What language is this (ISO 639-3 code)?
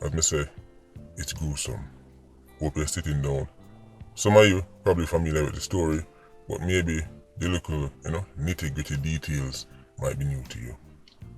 jam